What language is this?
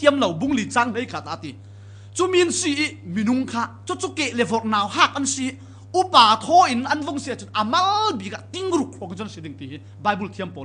Falam Chin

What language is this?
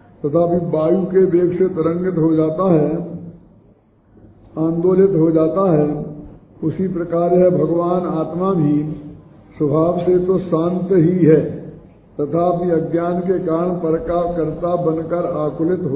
Hindi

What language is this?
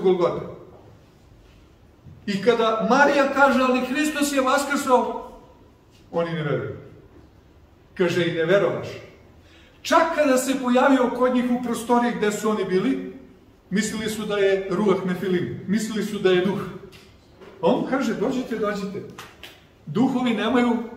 Serbian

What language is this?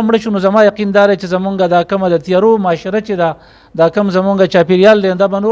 Pashto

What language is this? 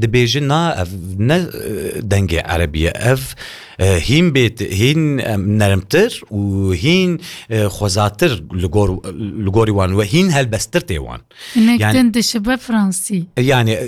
Kurdish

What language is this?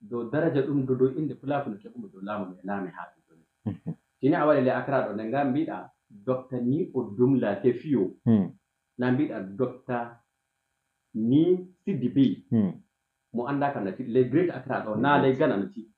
Fula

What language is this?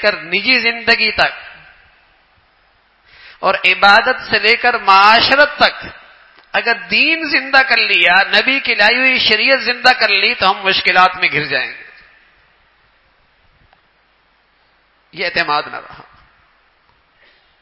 Urdu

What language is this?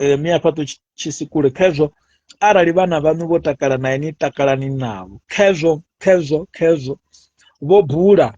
Venda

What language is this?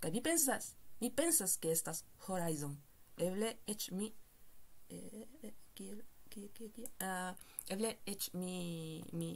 Esperanto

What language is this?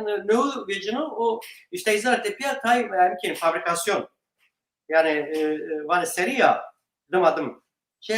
Zaza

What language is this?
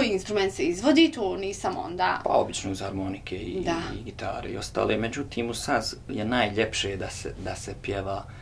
Bosnian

